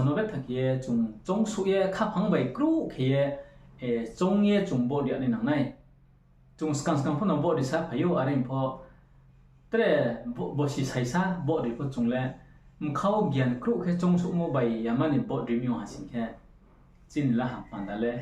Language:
Riang (India)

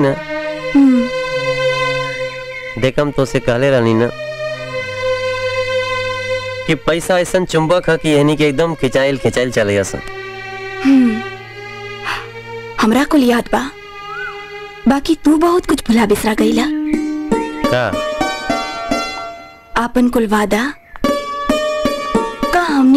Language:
Bhojpuri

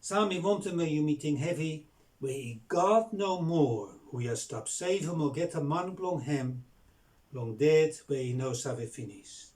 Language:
Bislama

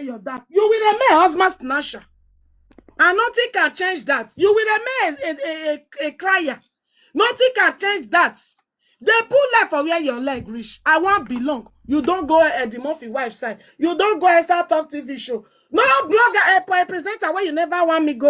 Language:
Nigerian Pidgin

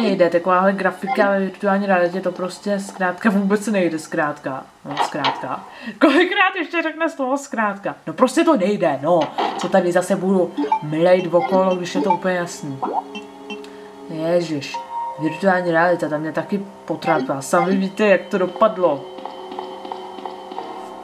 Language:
Czech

